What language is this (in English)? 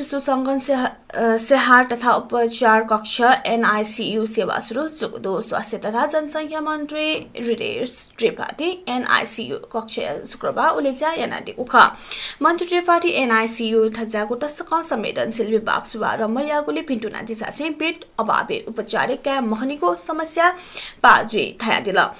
Newari